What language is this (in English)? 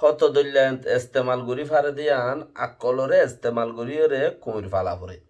Rohingya